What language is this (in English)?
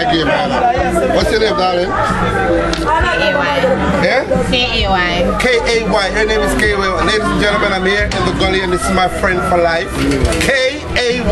Jamaican Creole English